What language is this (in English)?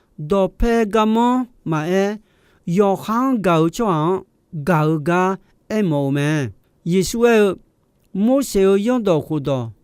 Akha